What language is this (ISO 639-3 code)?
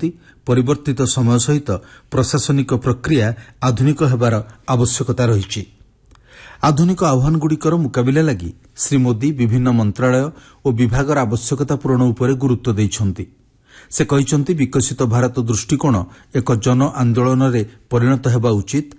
ori